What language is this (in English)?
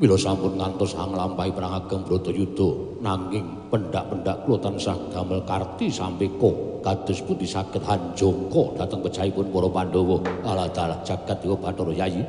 Javanese